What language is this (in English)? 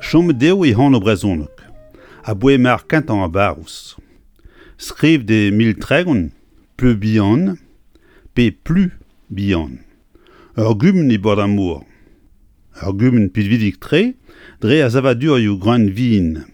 Breton